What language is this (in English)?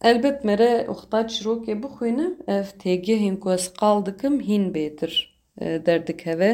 Kurdish